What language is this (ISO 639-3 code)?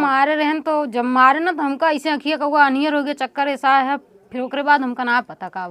awa